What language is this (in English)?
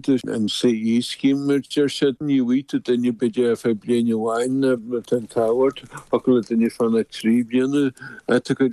Irish